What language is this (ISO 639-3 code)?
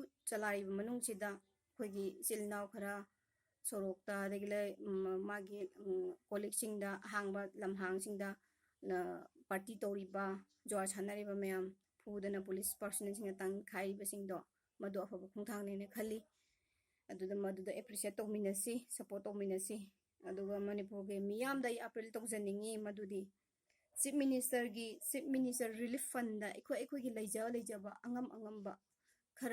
mni